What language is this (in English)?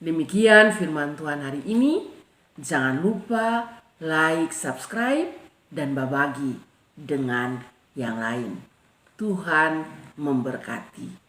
Kupang Malay